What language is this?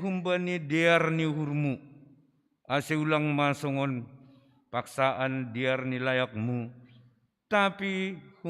Batak Simalungun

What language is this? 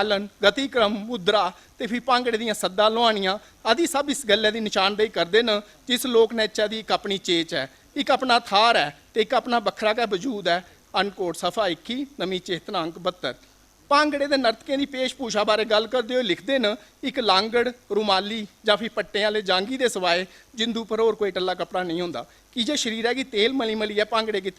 Dogri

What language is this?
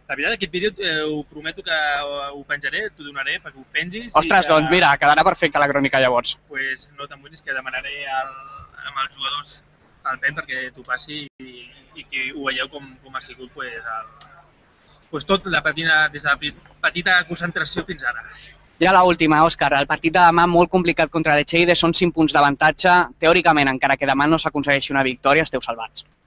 Catalan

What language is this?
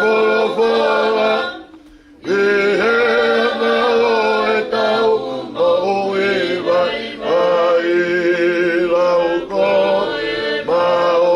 Tongan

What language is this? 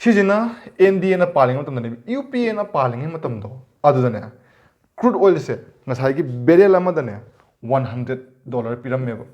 Manipuri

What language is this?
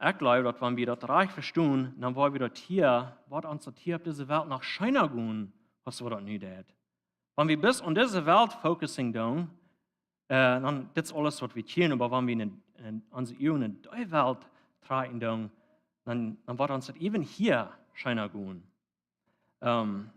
Plautdietsch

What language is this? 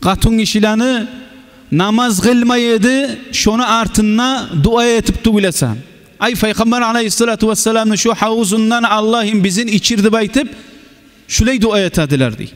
Kumyk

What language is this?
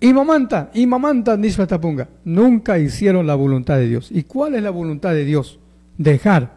Chimborazo Highland Quichua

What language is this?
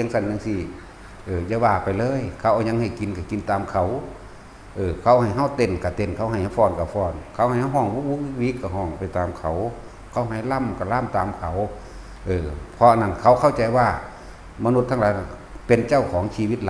Northeastern Thai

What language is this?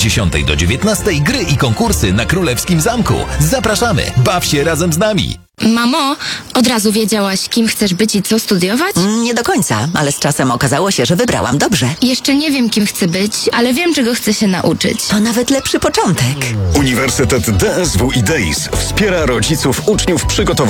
Polish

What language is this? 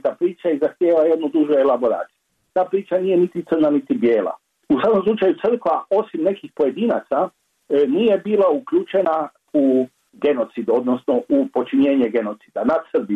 Croatian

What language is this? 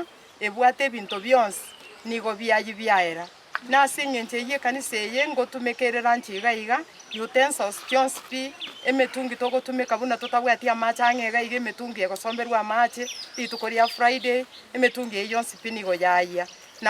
Gusii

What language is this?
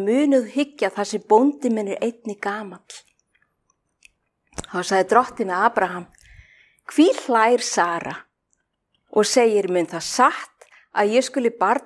Icelandic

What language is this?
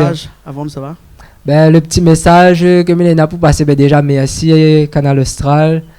Réunion Creole French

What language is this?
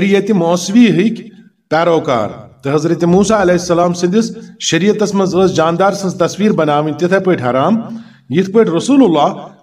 Kashmiri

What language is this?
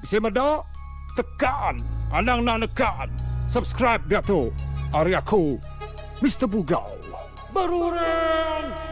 Iban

